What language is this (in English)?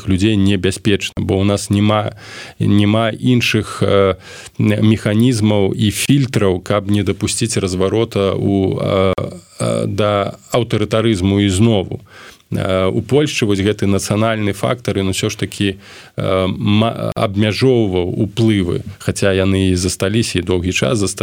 Belarusian